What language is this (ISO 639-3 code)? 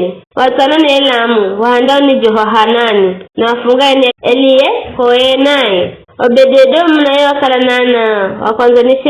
nyf